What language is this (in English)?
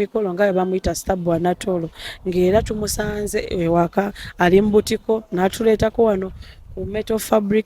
Ganda